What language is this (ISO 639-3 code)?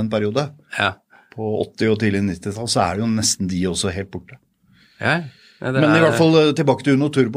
nor